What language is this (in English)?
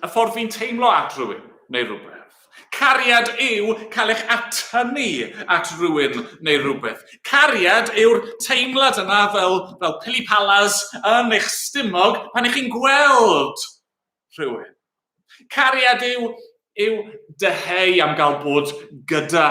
Welsh